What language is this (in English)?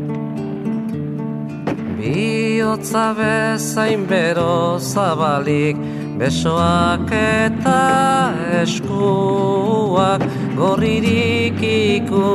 Basque